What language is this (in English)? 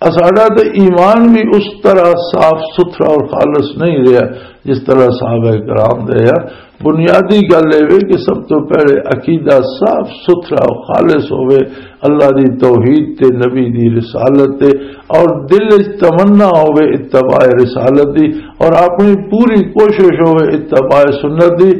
Western Panjabi